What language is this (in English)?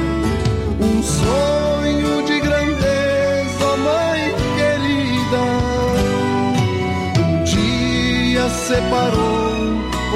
Portuguese